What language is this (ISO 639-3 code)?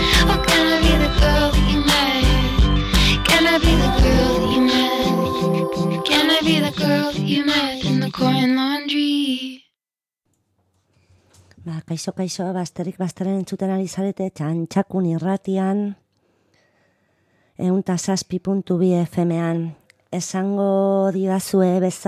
eus